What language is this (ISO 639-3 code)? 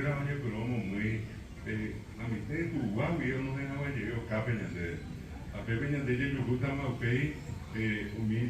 grn